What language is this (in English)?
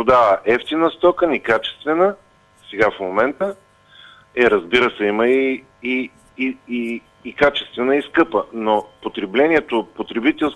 Bulgarian